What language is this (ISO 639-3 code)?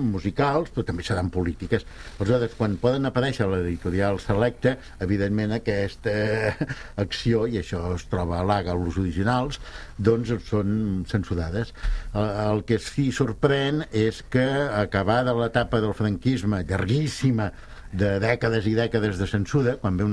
cat